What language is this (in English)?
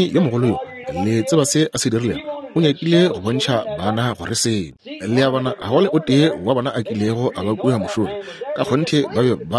Northern Sotho